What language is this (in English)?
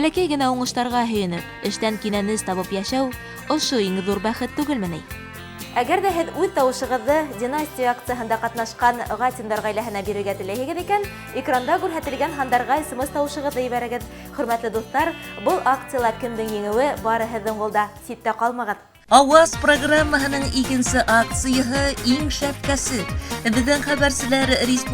Bashkir